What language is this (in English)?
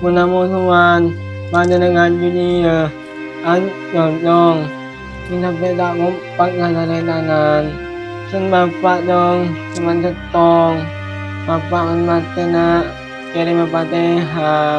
Madurese